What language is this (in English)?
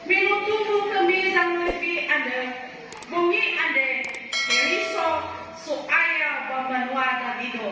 Nias